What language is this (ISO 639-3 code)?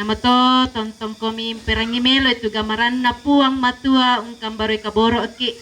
sda